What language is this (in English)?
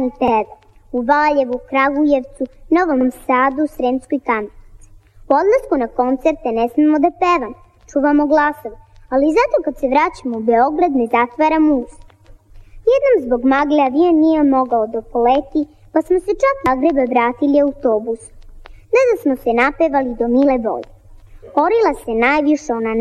Serbian